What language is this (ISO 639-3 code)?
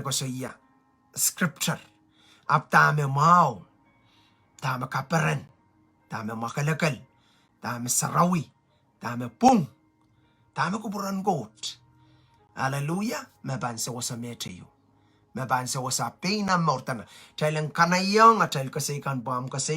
pon